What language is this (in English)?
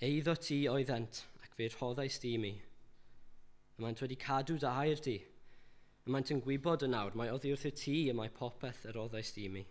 Welsh